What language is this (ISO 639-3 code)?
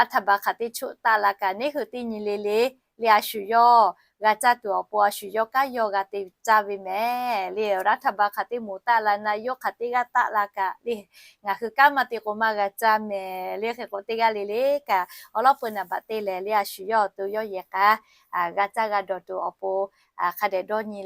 lhu